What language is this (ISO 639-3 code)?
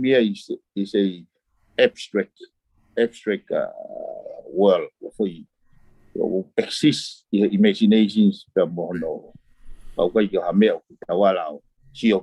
ton